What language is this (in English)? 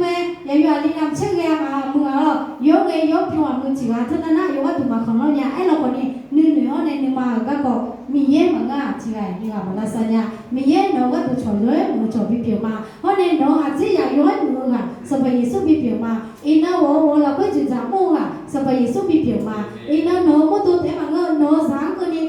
Akha